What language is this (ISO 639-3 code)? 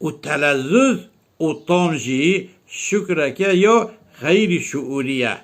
kur